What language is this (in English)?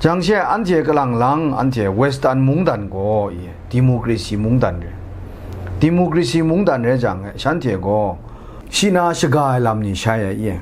Kachin